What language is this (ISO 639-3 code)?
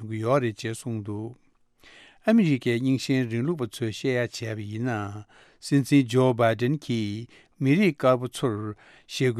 bod